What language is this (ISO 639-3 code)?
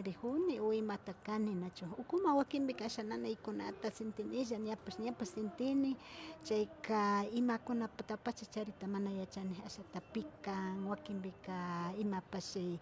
qvi